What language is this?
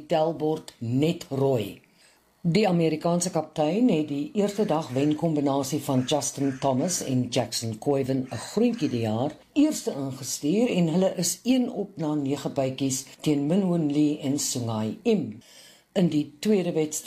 Afrikaans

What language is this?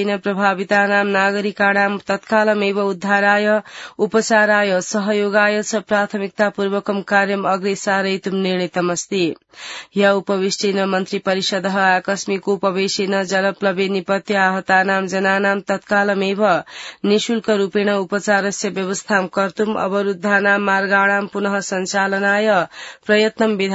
Sanskrit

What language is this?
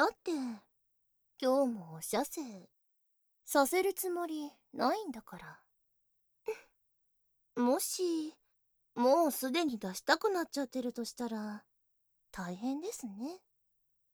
Japanese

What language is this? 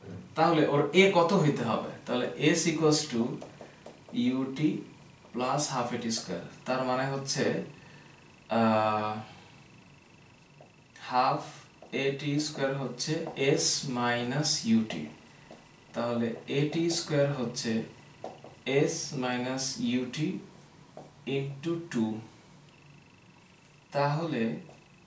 Bangla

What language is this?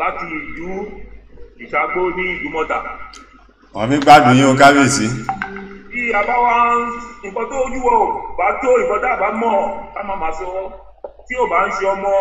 Yoruba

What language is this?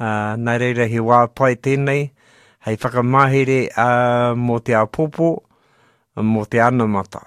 Māori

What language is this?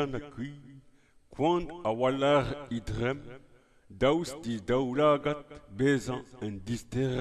Breton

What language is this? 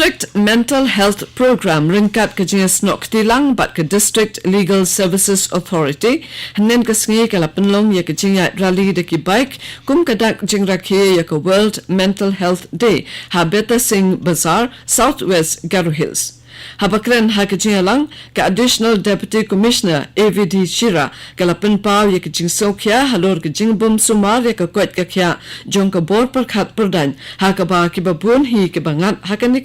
Khasi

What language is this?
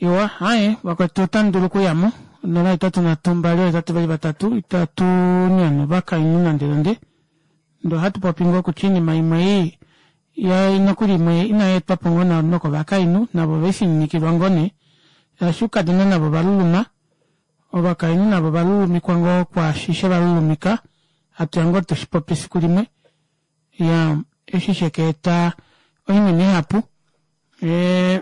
Kuanyama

